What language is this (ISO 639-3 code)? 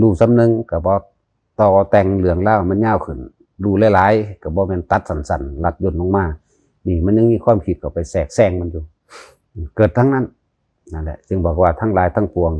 tts